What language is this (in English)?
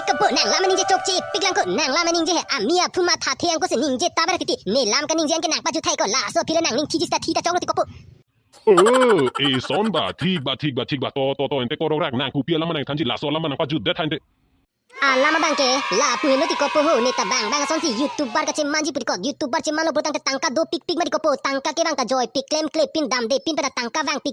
Karbi